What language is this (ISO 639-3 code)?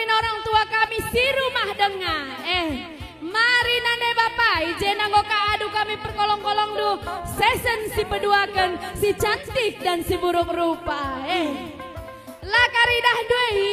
btx